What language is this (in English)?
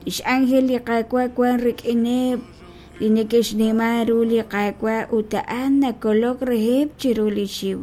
Kekchí